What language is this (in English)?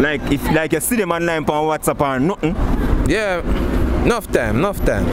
Jamaican Creole English